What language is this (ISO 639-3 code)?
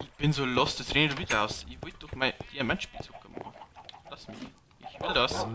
bar